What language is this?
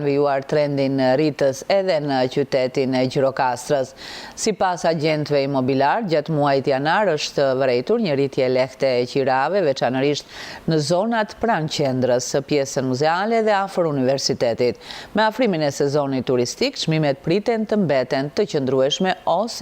Albanian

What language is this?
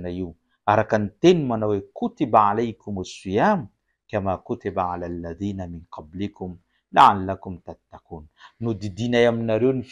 Malagasy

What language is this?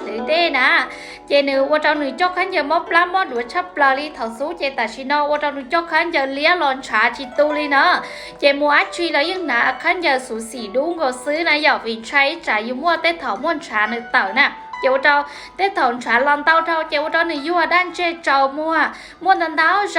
Hmong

